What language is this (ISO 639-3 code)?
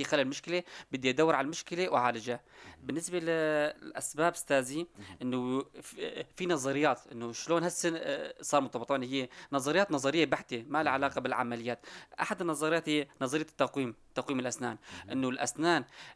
apc